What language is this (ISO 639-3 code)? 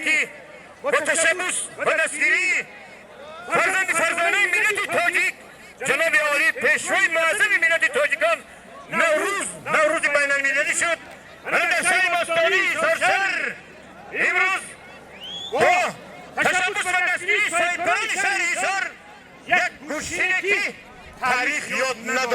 tgk